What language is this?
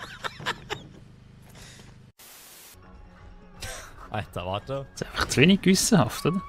Swiss German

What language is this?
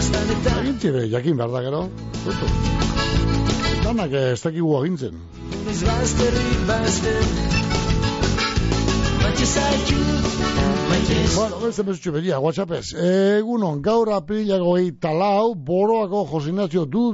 Basque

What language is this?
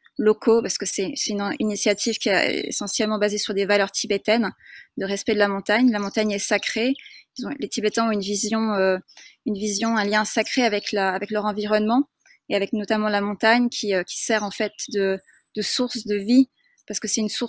French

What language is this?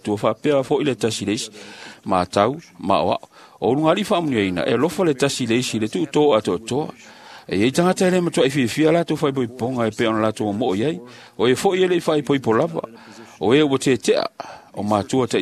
Samoan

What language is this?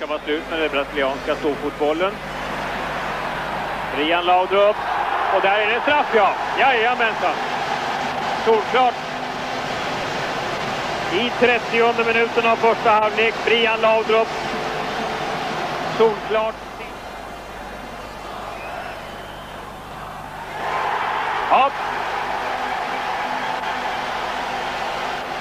Swedish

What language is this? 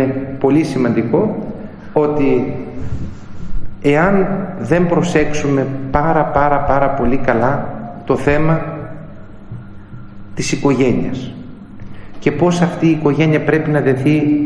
Greek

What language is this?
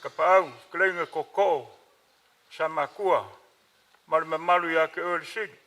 Samoan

